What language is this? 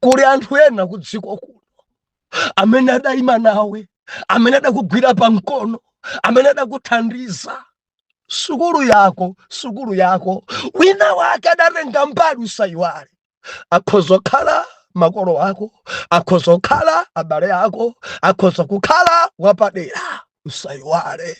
Nyanja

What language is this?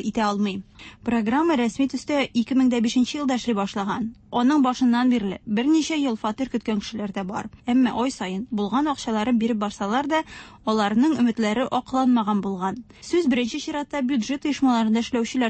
Tatar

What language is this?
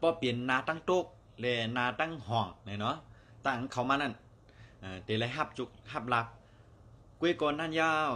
Lao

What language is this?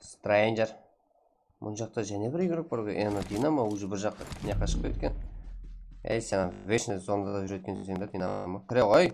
Kara-Kalpak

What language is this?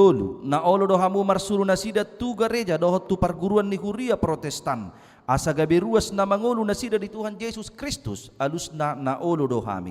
Batak Toba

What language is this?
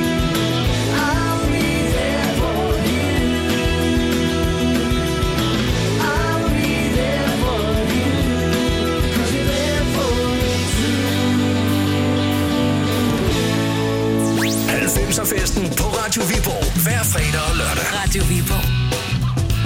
Danish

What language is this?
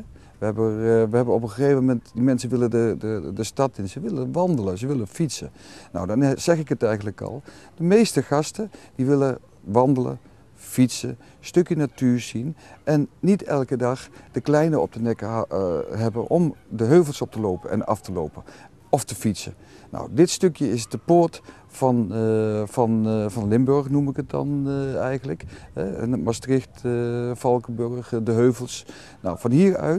Dutch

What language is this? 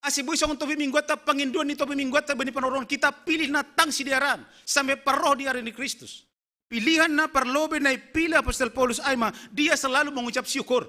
Batak Simalungun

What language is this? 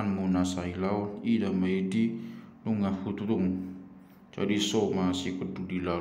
Batak Toba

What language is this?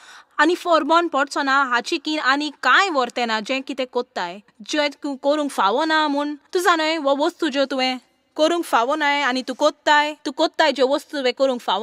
Konkani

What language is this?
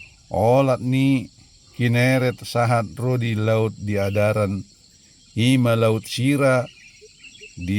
Batak Toba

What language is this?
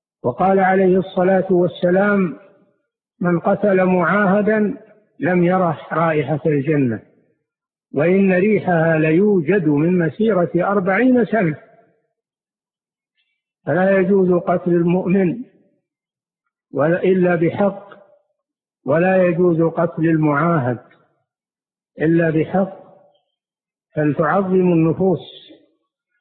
Arabic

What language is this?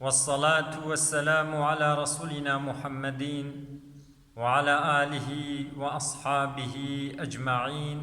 Kurdish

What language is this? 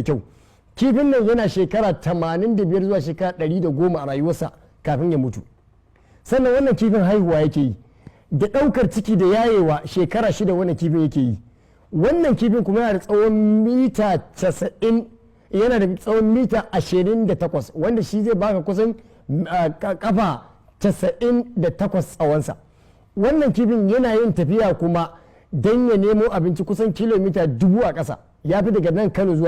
Hausa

